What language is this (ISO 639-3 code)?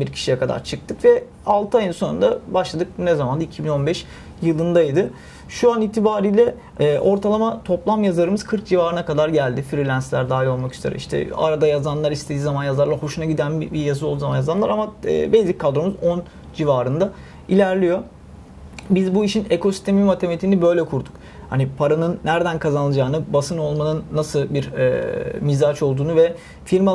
tur